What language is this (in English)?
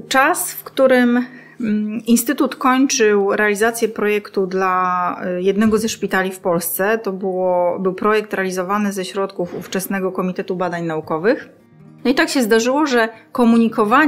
Polish